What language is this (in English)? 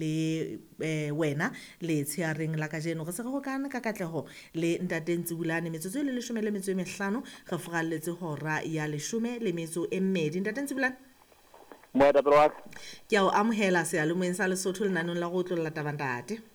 Southern Sotho